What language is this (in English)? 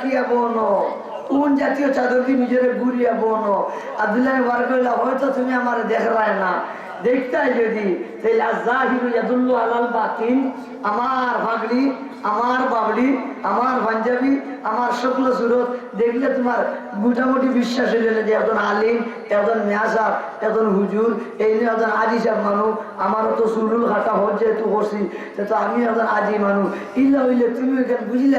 Sylheti